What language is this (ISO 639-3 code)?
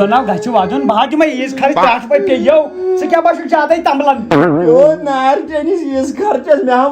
kas